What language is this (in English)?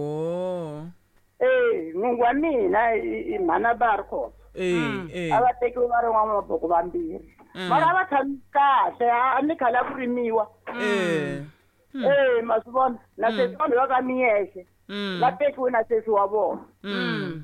Tsonga